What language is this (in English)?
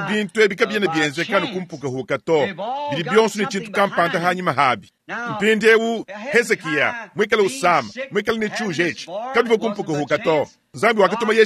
Luba-Lulua